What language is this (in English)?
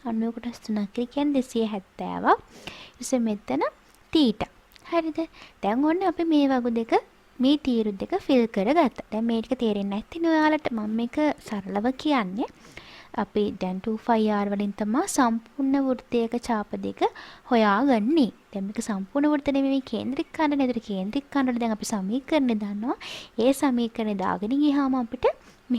Sinhala